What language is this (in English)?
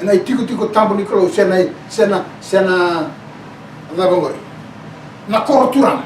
Fijian